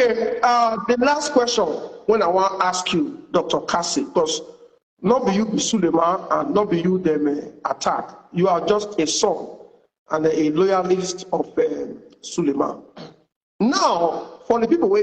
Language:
Nigerian Pidgin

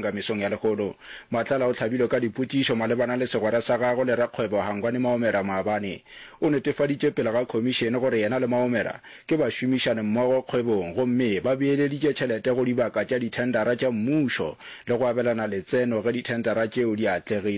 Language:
Northern Sotho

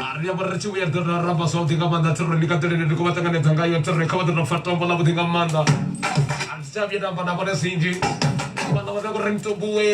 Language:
Venda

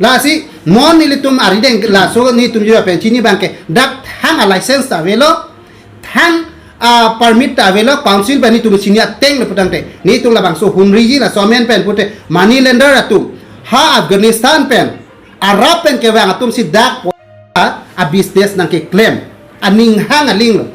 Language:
Karbi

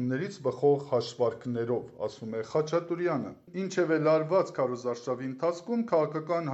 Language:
Armenian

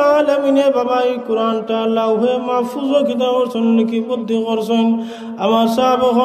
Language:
Sylheti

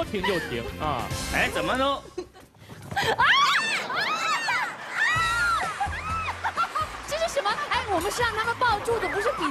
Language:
Chinese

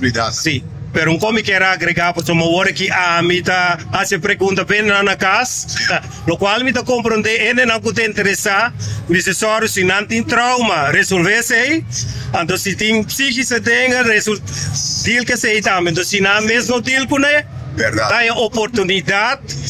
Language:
Papiamento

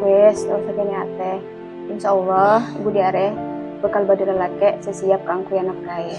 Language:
Madurese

